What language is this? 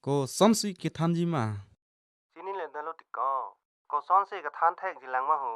Karbi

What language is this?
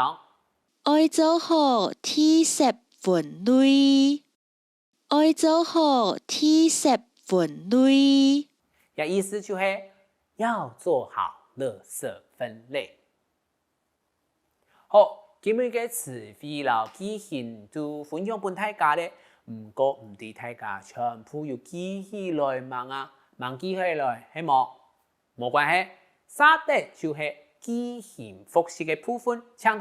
Hakka Chinese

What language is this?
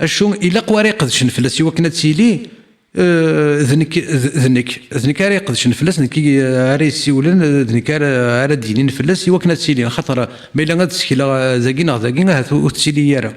Kabyle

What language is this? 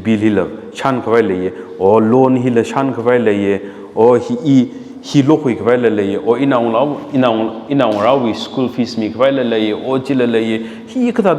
Tangkhul Naga (India)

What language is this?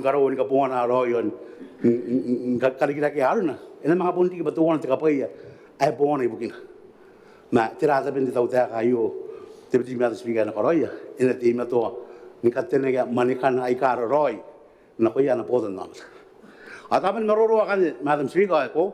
Gilbertese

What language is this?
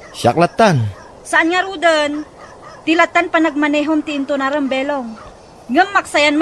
Iloko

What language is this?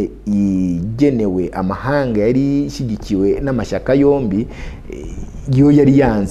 Kinyarwanda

